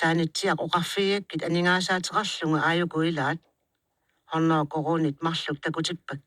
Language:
Kalaallisut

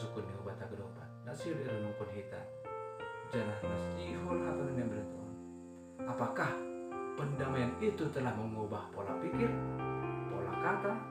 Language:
Batak Simalungun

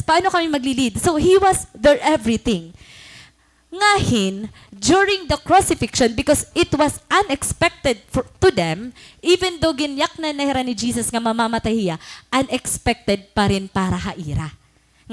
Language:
Waray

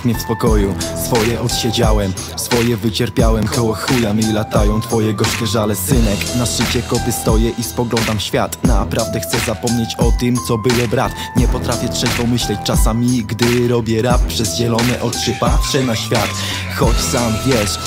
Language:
Polish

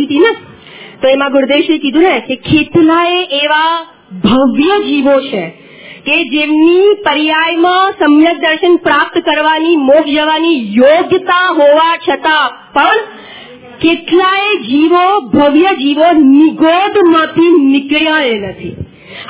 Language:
Gujarati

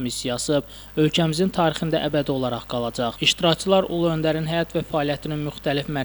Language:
Azerbaijani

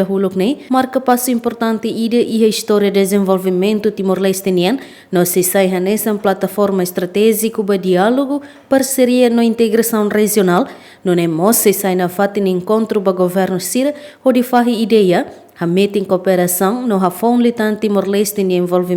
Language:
Tetum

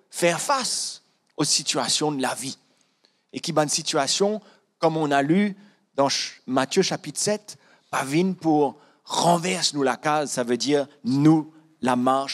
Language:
Morisyen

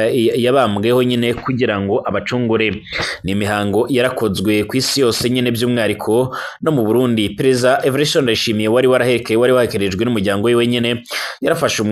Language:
Rundi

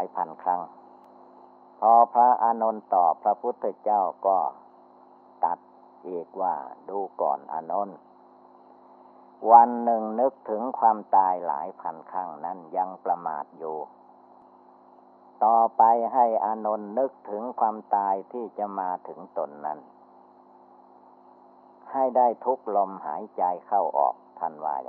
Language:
Thai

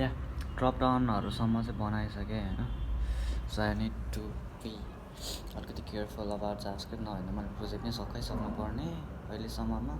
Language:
Nepali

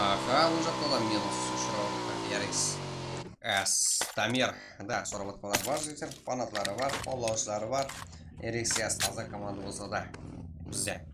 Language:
Kara-Kalpak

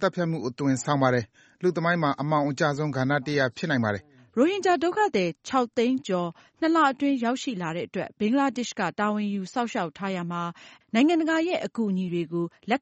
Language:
Burmese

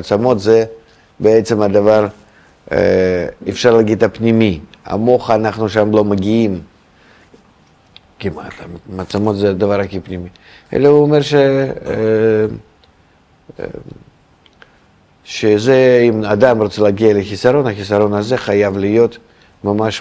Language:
Hebrew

